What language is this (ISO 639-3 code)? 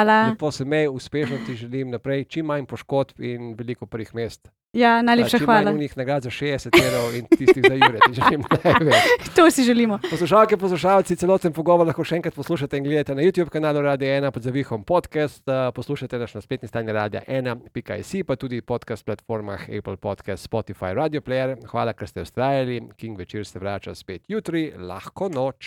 slv